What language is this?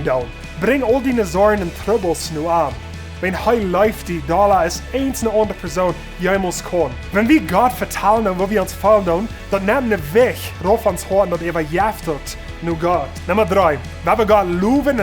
Plautdietsch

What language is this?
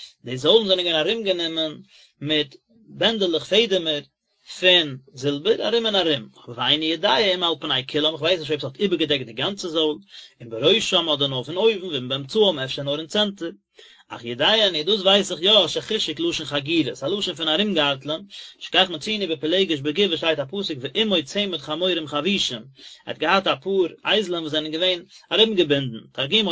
Yiddish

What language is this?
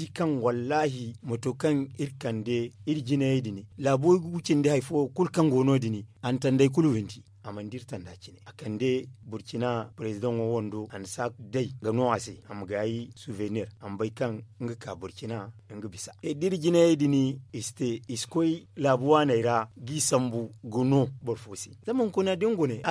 Zarma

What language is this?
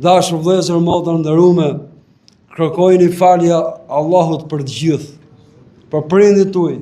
Albanian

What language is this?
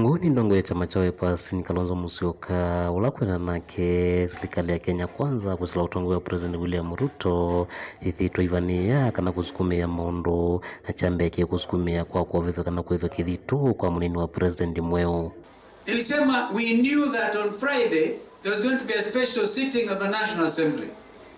Kamba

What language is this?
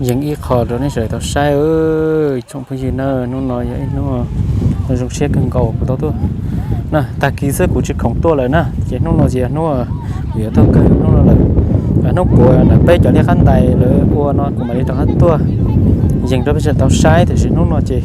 Hmong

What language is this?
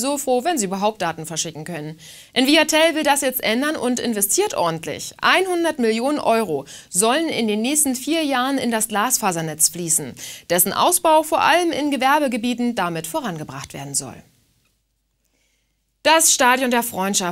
German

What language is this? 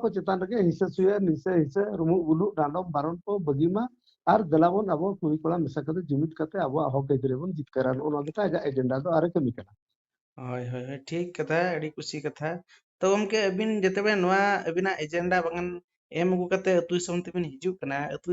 Santali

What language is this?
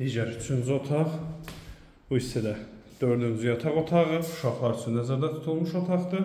Azerbaijani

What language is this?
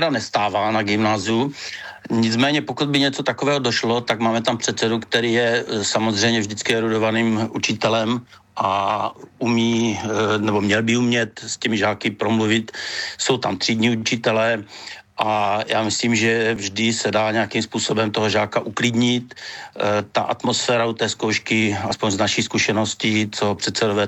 Czech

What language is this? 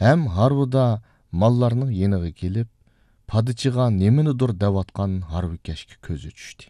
Uyghur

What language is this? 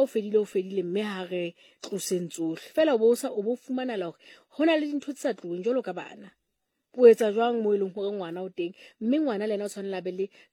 Southern Sotho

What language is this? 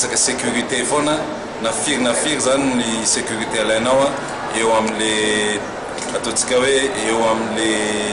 Malagasy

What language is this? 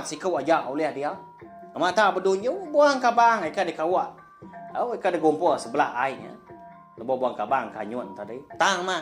Iban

